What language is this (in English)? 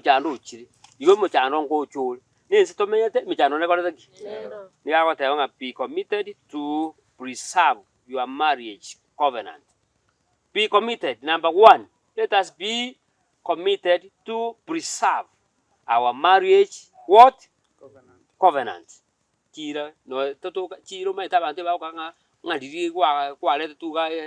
Gusii